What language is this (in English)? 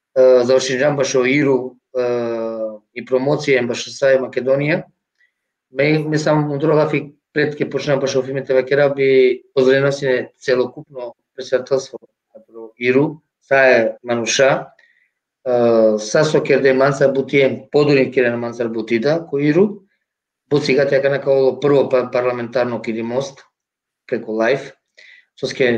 Balkan Romani